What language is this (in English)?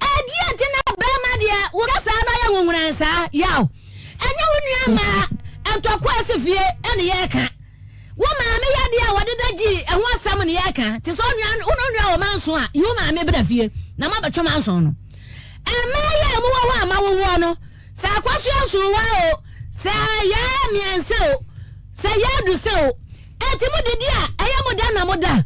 Akan